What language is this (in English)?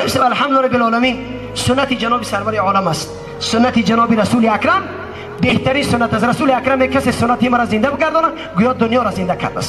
Tajik